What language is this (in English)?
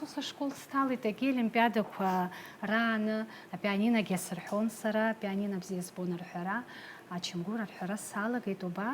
Abkhazian